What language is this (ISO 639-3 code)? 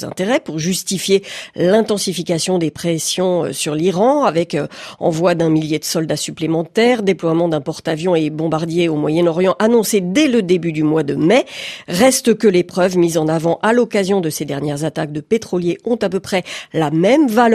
fra